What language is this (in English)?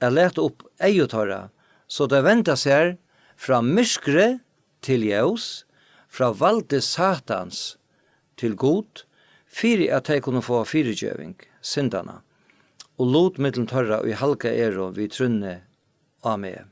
Faroese